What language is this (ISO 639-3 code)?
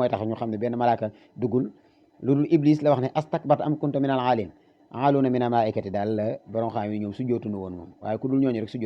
wol